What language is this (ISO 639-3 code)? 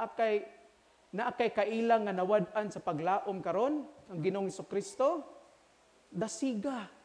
ceb